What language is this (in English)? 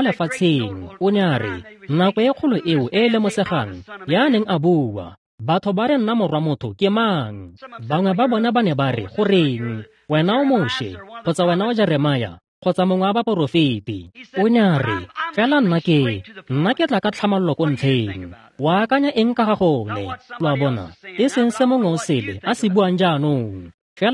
Tswana